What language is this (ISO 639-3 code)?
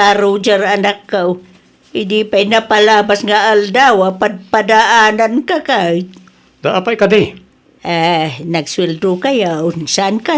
ilo